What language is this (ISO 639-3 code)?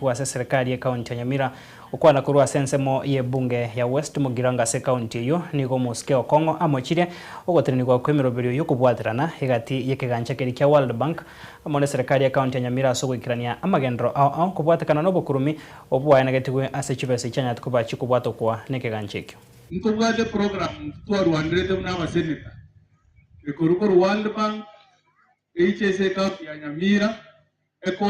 guz